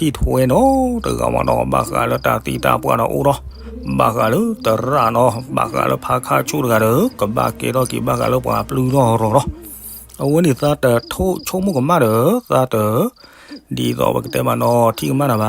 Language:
S'gaw Karen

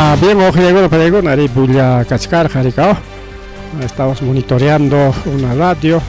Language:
Ayacucho Quechua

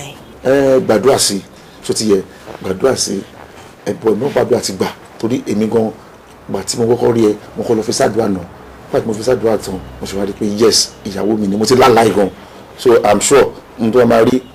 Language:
Yoruba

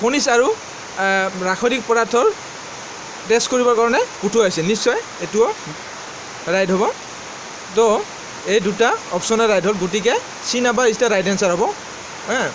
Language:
Assamese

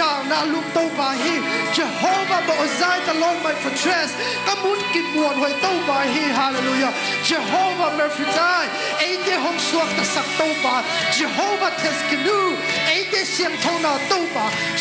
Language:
Tedim Chin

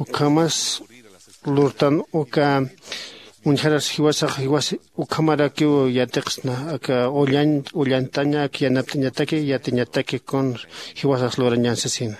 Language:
Aymara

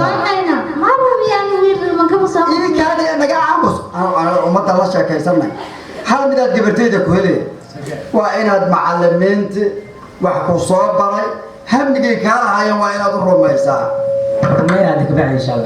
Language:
Somali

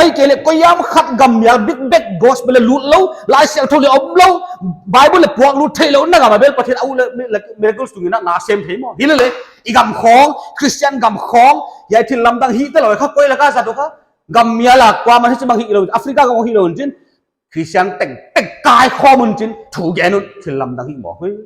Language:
Paite Chin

